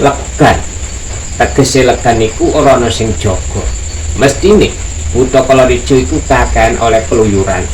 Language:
Javanese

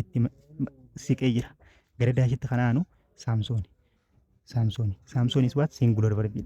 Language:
Oromo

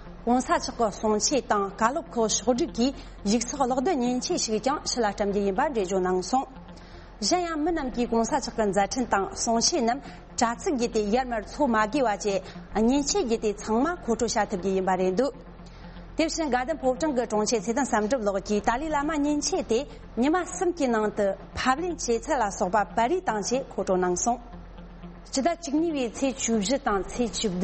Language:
Tibetan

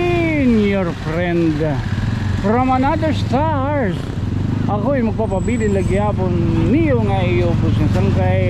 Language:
Waray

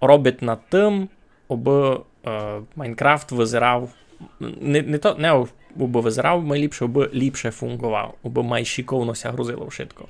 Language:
Rusyn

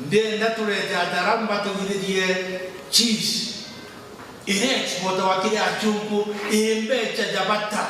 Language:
Meru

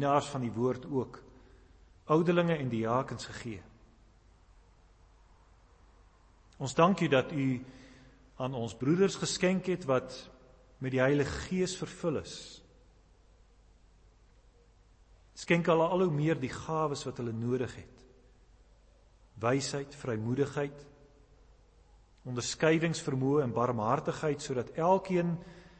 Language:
Afrikaans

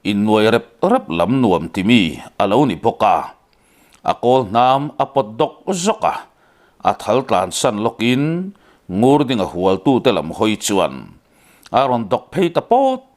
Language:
Mizo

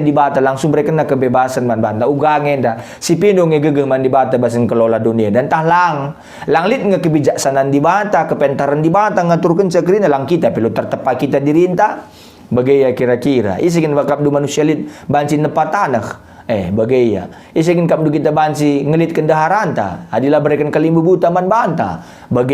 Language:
Batak Karo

